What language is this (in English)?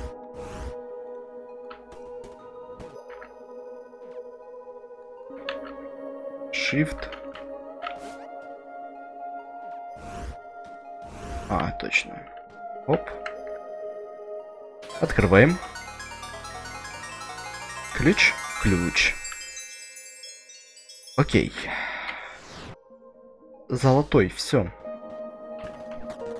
Russian